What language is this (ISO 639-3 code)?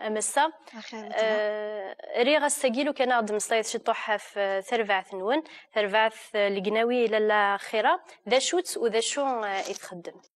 kab